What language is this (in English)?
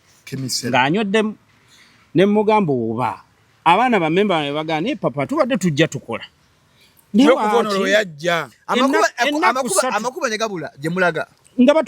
Ganda